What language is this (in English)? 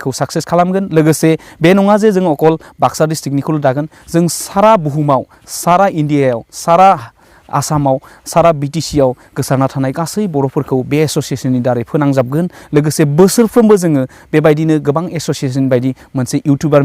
Bodo